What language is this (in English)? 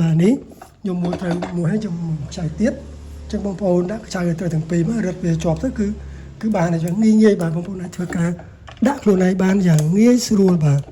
Khmer